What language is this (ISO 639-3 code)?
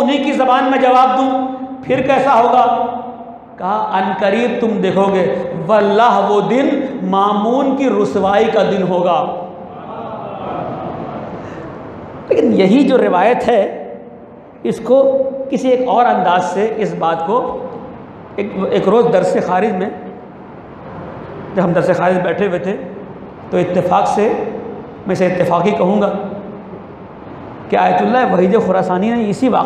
urd